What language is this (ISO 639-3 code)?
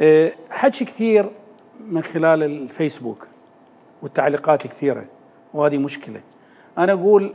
acm